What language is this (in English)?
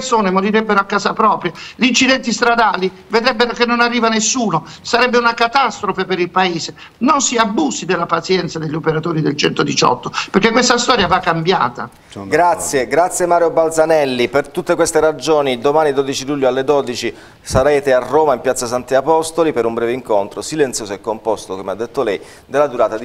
Italian